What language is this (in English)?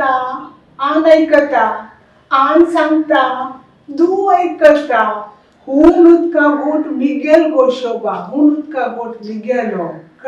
Konkani